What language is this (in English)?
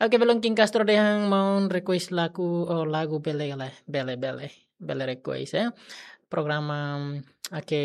Tetum